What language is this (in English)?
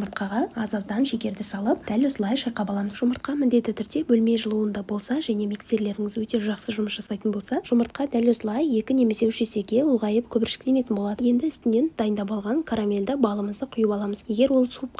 Kazakh